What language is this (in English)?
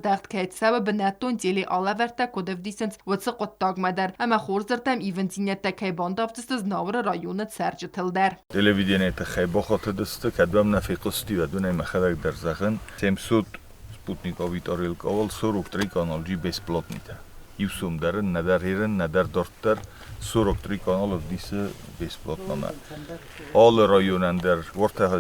Ossetic